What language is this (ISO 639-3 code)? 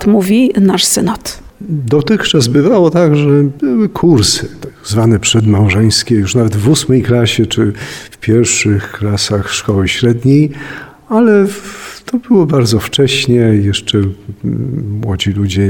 pol